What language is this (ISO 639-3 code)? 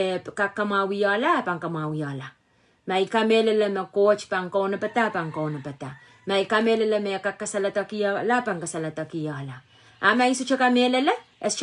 pon